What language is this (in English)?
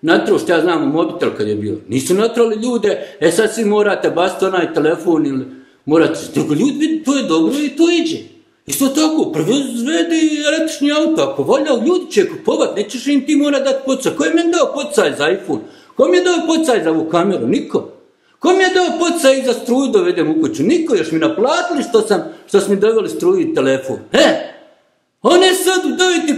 Bosnian